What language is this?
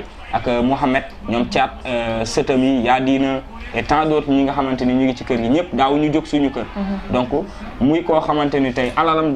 Wolof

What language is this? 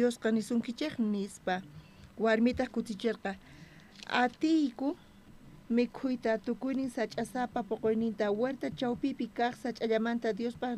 South Bolivian Quechua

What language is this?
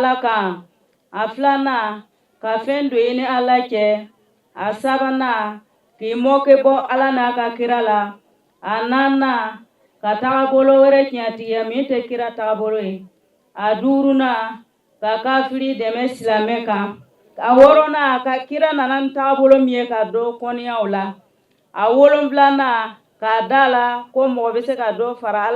Bambara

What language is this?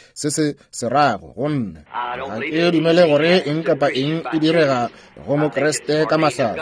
Northern Sotho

